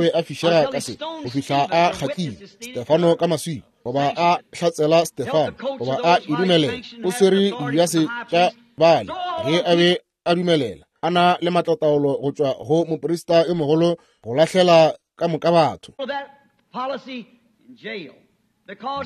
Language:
Northern Sotho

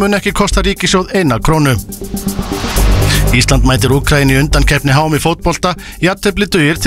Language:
Icelandic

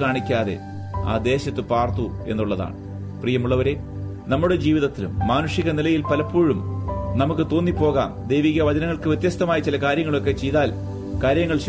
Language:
Malayalam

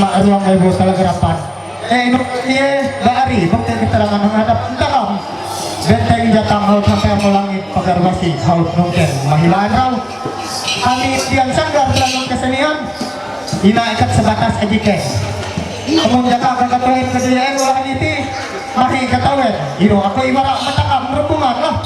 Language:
Ma'anyan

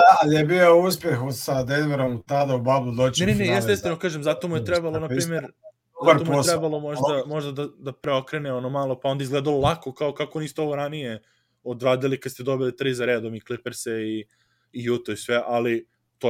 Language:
Serbian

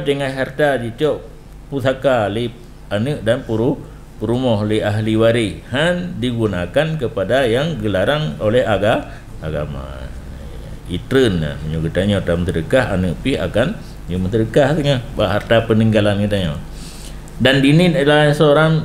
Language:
Achinese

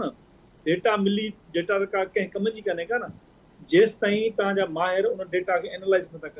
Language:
Sindhi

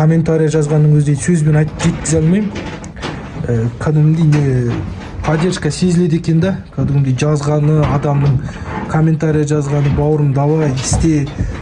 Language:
Kazakh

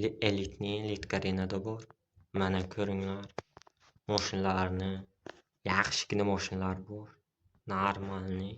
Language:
Uzbek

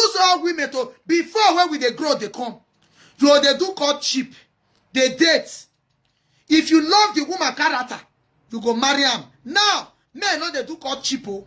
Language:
Nigerian Pidgin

